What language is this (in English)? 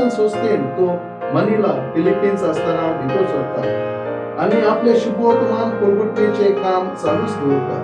Konkani